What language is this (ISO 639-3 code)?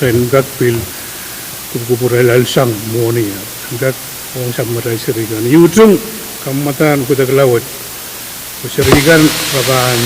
pon